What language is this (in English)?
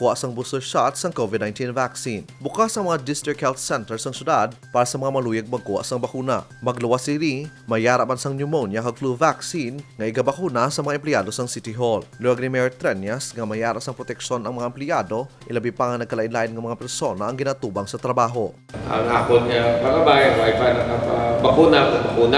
Hiligaynon